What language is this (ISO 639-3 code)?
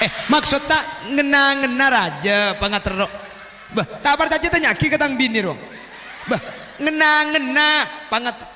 mad